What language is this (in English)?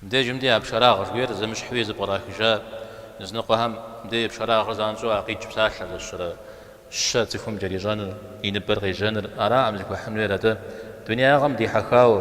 Kabardian